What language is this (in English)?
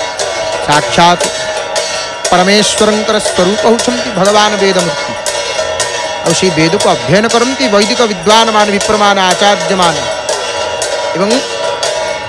Odia